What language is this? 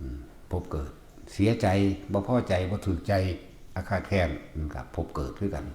Northeastern Thai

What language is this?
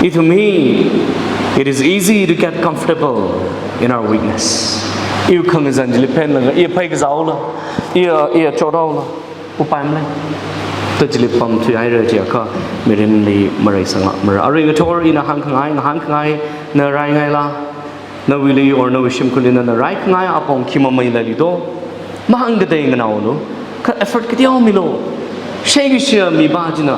Tangkhul Naga (India)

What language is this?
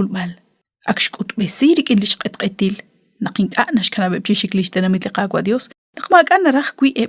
Kekchí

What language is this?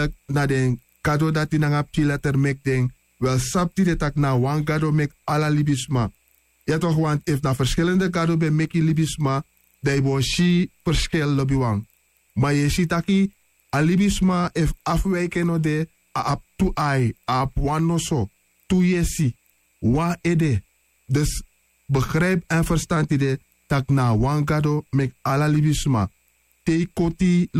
Sranan Tongo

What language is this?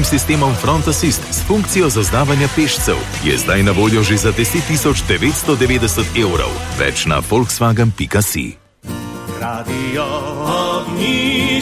Slovenian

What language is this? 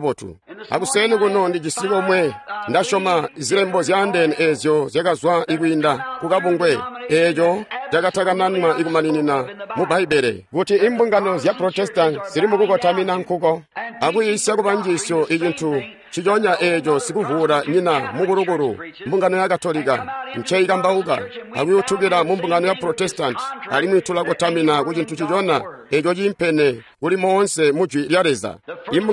Tonga (Zambia)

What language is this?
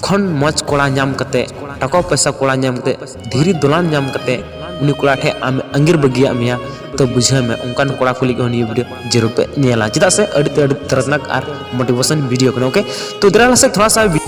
Santali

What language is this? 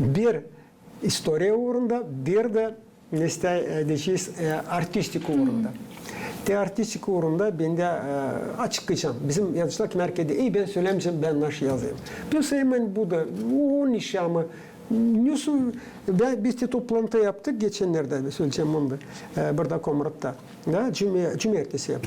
Gagauz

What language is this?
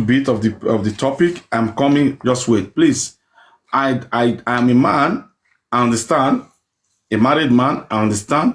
Nigerian Pidgin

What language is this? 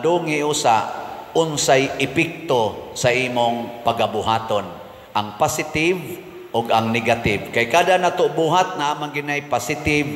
Cebuano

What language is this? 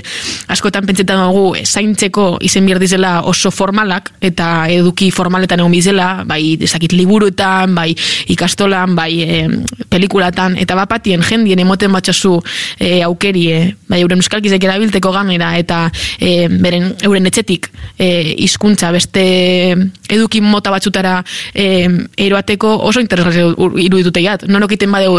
Basque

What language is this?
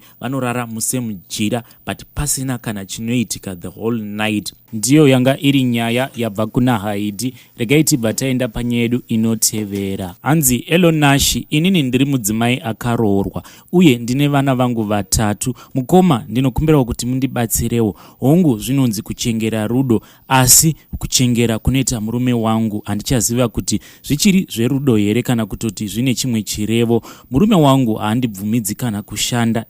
Shona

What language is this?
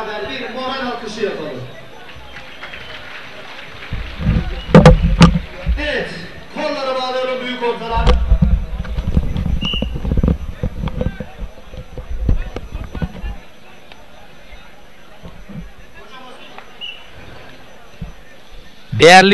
Turkish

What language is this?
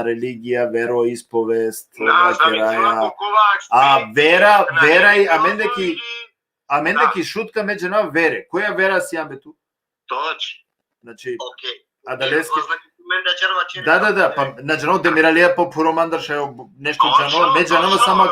Balkan Romani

